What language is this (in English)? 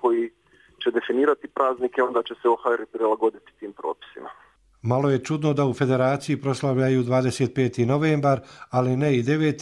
Croatian